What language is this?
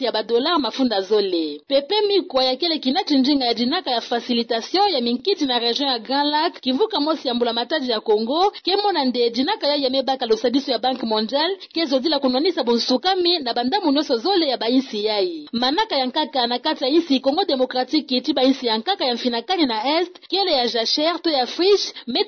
Kituba (Democratic Republic of Congo)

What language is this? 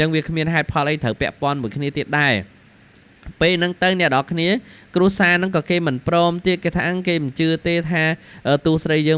Khmer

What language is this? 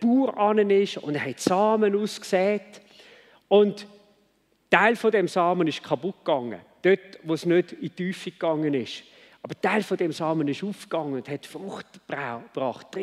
Swiss German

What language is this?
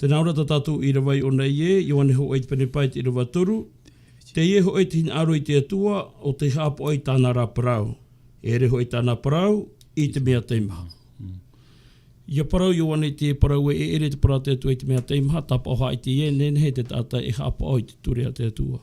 Tahitian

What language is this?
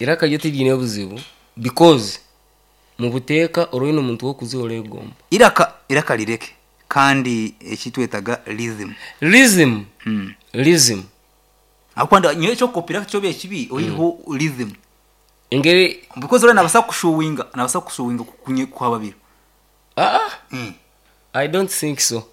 Nyankole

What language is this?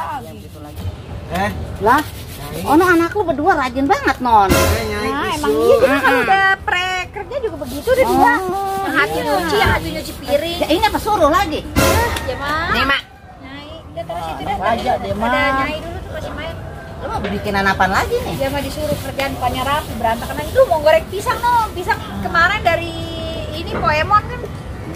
Betawi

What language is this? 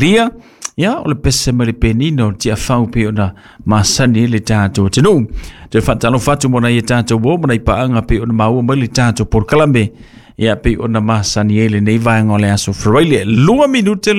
Samoan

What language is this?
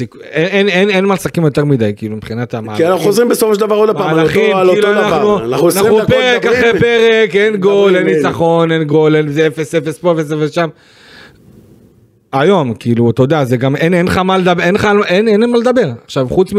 Hebrew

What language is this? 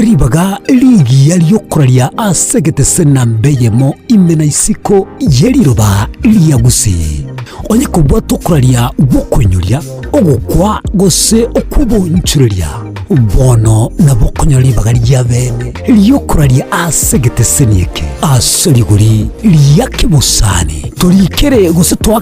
Gusii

